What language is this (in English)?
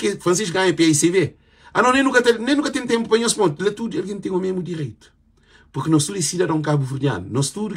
Kabuverdianu